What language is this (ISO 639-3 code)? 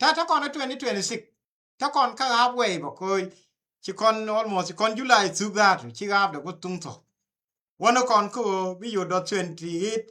nus